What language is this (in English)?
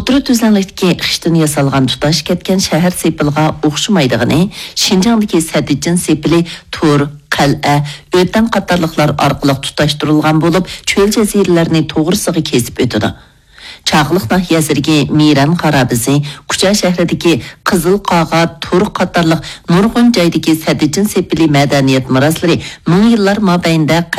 Uyghur